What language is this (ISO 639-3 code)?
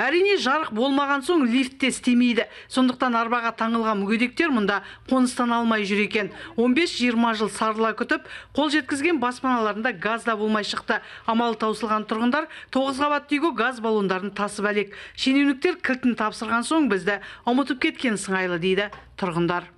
kaz